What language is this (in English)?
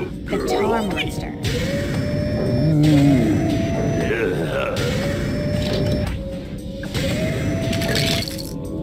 English